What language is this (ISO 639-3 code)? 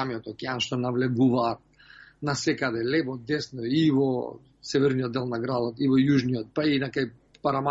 mkd